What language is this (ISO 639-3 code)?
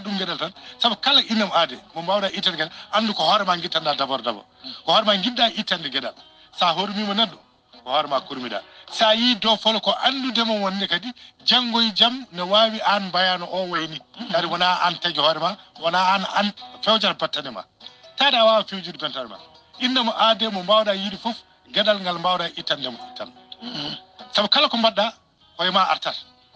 ful